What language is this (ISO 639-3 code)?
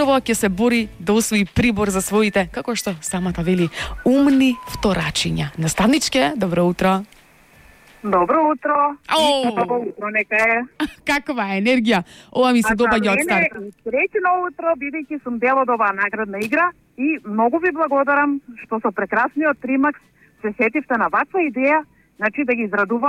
mkd